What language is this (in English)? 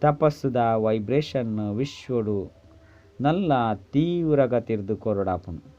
Tulu